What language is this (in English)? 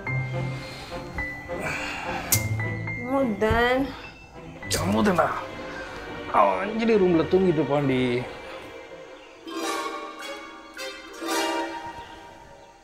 Tamil